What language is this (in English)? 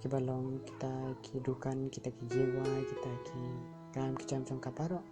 Khasi